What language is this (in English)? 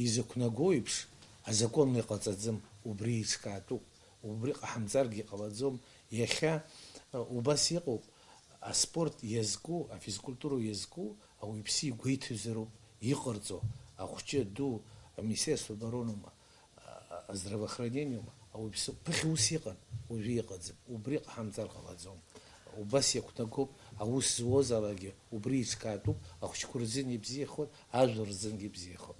Abkhazian